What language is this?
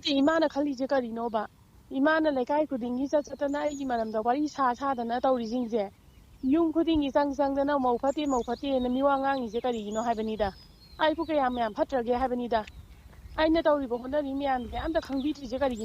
Manipuri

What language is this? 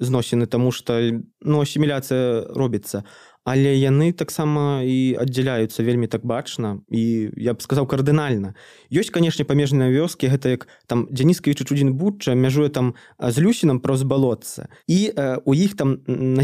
Belarusian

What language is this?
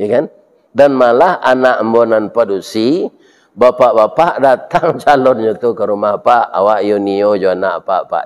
Minangkabau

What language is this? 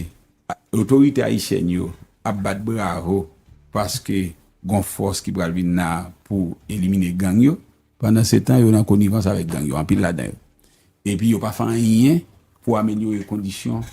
Haitian Creole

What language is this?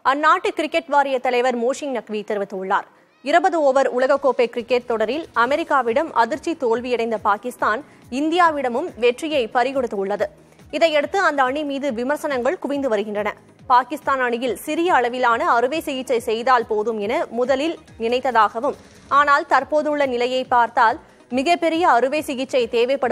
Tamil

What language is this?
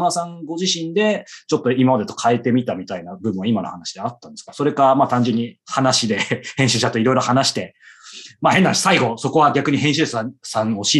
Japanese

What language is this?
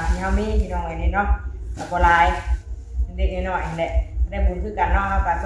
Northeastern Thai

